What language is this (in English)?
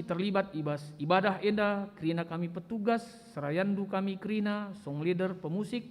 Batak Karo